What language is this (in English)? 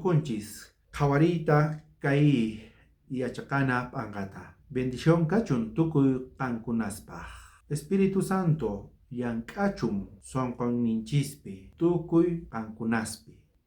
South Bolivian Quechua